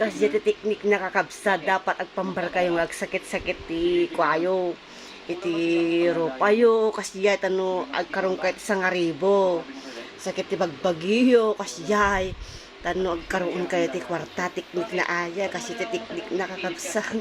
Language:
Iloko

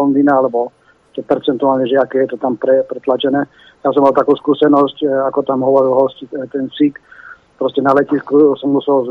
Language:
Slovak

